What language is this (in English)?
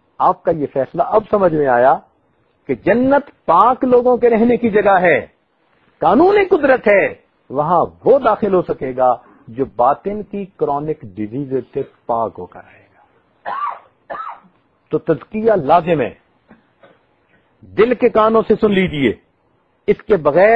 Urdu